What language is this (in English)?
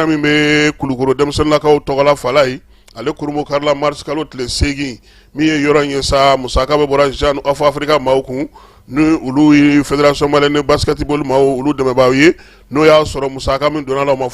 Bambara